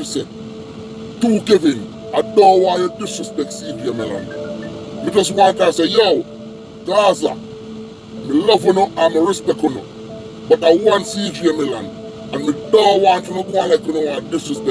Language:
Jamaican Creole English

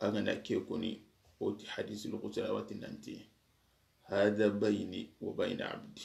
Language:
Soninke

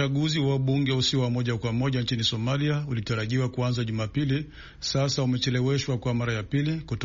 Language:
Swahili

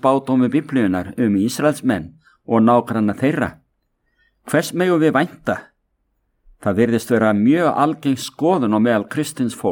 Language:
Icelandic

